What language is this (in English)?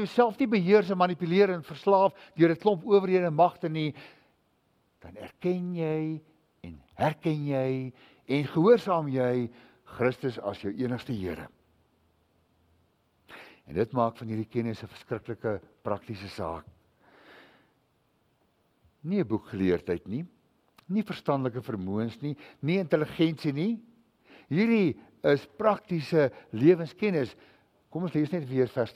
Afrikaans